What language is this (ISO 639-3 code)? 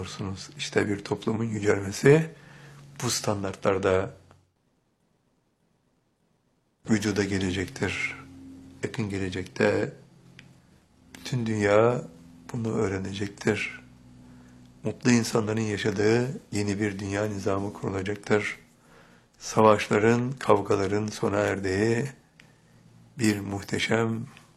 tur